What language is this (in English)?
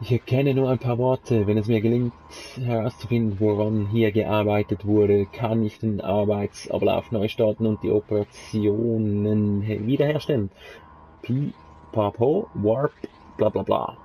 Swiss German